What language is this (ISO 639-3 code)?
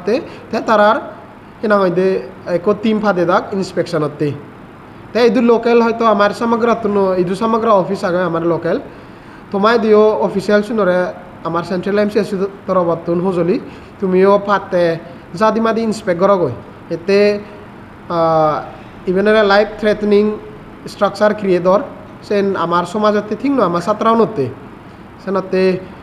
ccp